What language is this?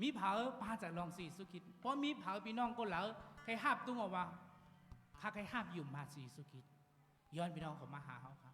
Shan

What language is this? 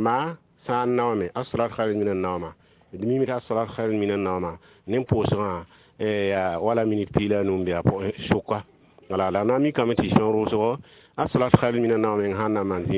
Mossi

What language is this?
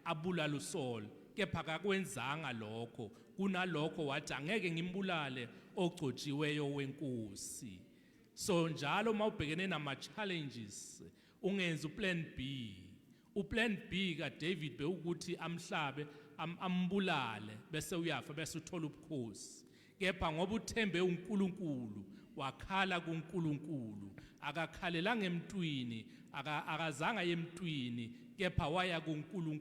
Zulu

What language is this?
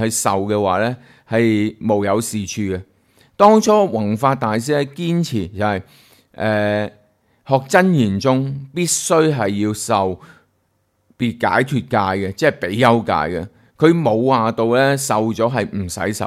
Cantonese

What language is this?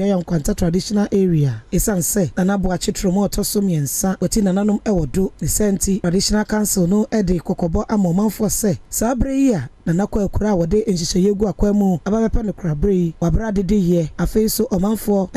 Akan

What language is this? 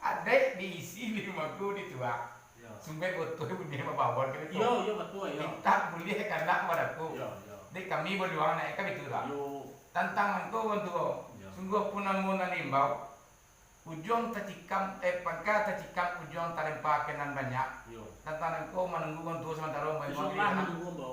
Minangkabau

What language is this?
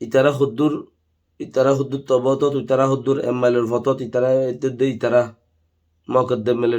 Rohingya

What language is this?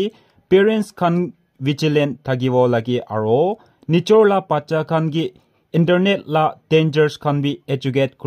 Naga Pidgin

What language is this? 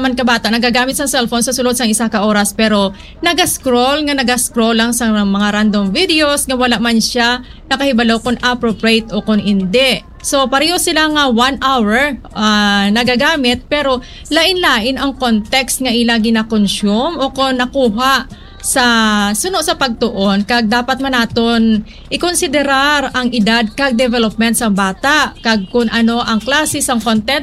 Hiligaynon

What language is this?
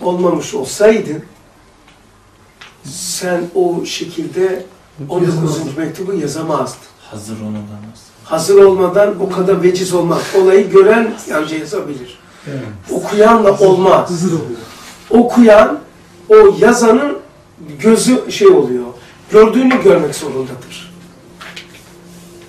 Turkish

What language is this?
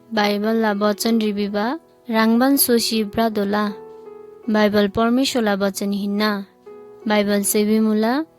Eastern Tamang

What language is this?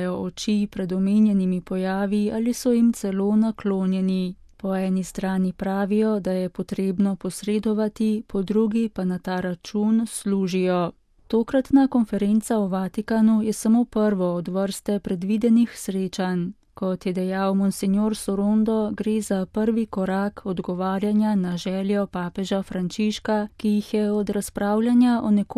Slovenian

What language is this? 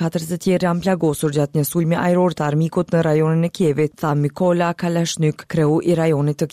Albanian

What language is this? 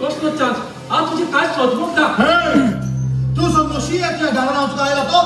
Konkani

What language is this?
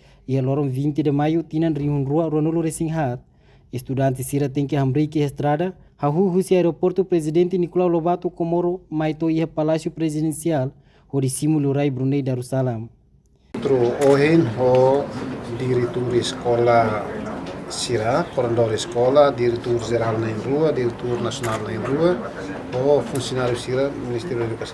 Tetum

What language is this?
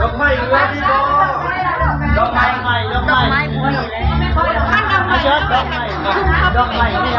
Lao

